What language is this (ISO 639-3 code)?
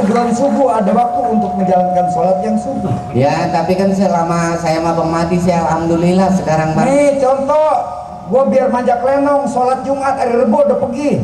bew